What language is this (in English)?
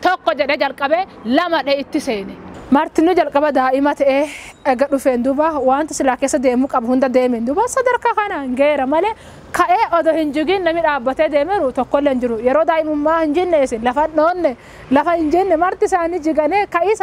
Oromo